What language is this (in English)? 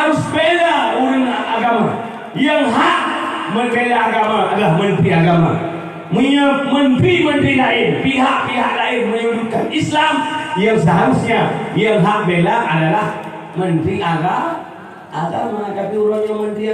Achinese